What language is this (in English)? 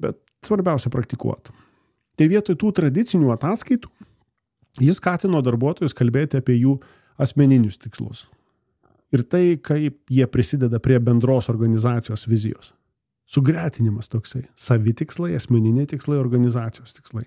Lithuanian